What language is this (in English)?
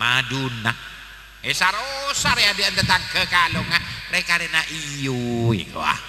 Madurese